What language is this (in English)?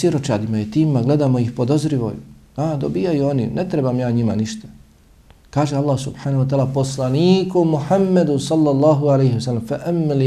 Bosnian